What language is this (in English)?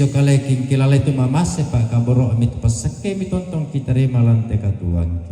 Toraja-Sa'dan